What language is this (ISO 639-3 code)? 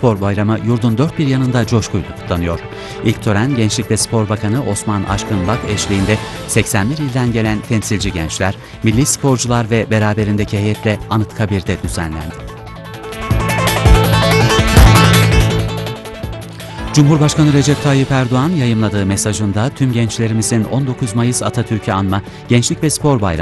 tur